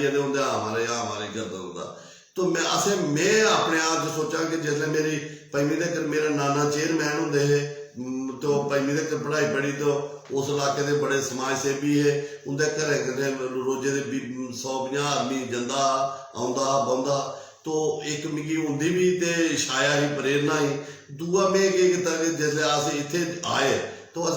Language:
Dogri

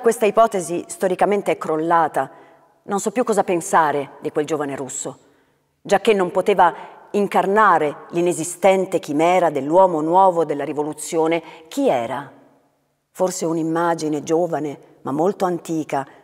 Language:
Italian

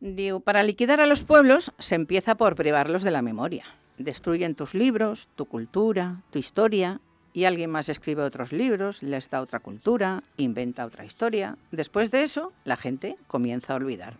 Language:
Catalan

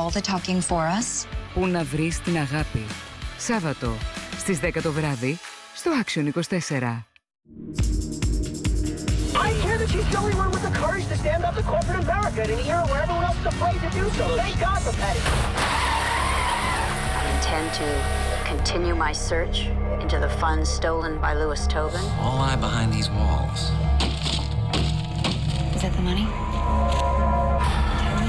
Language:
Greek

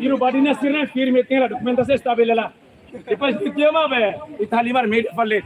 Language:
Tetum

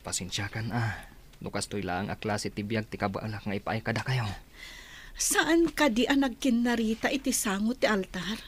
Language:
Iloko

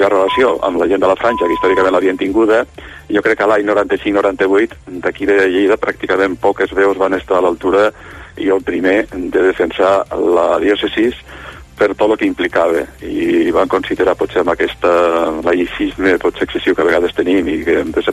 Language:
Catalan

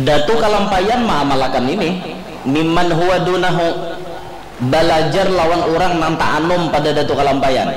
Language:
Banjar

